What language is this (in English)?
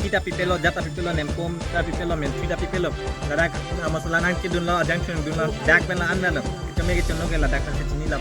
Karbi